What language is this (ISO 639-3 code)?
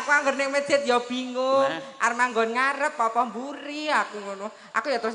jav